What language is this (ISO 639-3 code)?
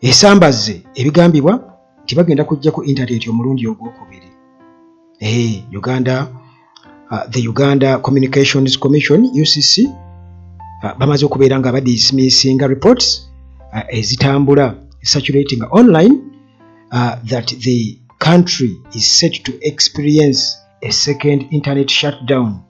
lug